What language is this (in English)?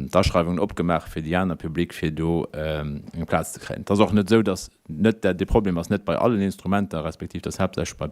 Luxembourgish